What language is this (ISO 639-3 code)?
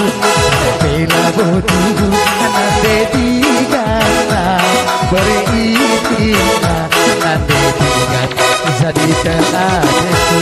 btx